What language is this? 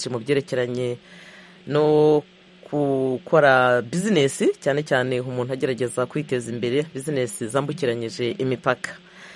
Kinyarwanda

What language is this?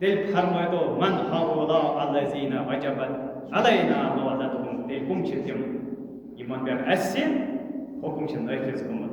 Kashmiri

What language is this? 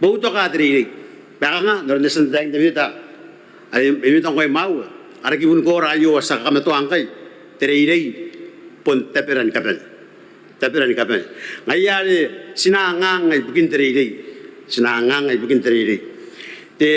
Gilbertese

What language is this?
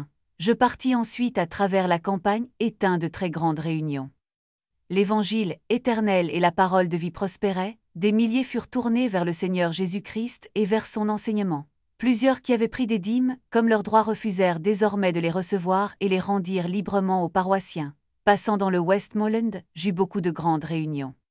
French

